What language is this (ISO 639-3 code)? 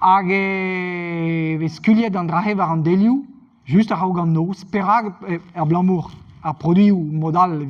bre